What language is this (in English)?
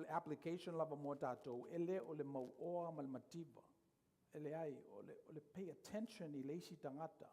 Samoan